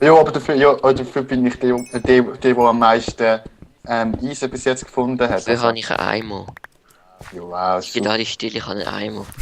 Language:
Swiss German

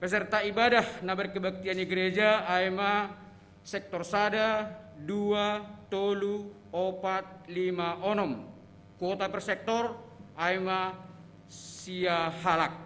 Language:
Batak Simalungun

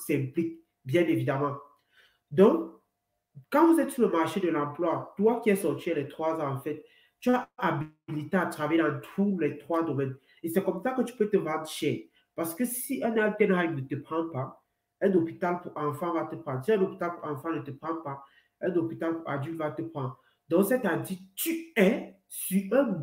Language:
French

